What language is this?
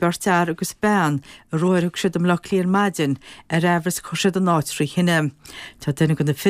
Irish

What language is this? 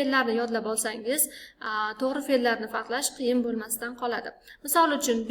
Uzbek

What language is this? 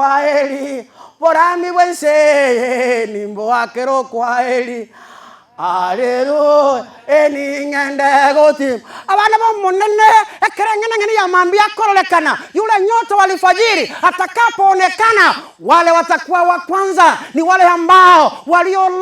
Gusii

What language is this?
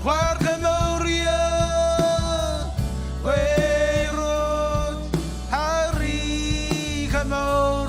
Marshallese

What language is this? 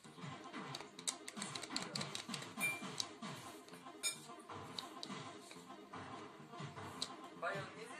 Polish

